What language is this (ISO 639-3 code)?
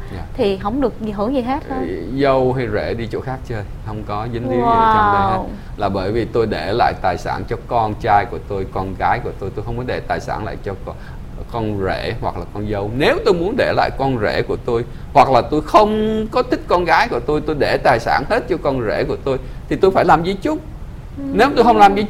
vie